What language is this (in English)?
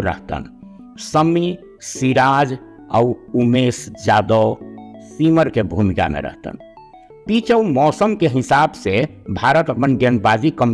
Magahi